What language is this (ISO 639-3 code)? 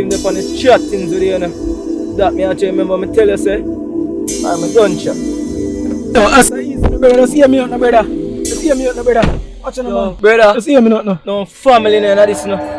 jam